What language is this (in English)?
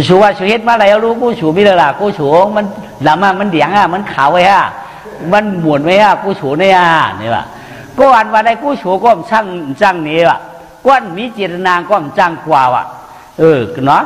Shan